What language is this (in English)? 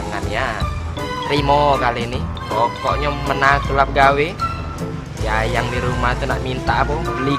Musi